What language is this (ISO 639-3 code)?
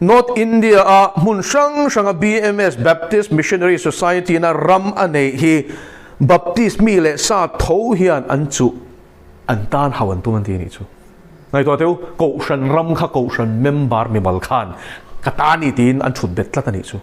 lus